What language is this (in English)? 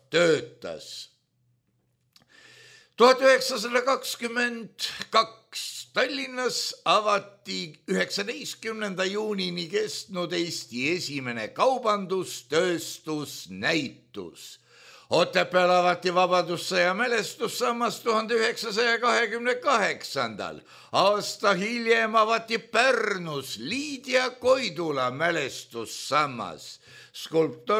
Estonian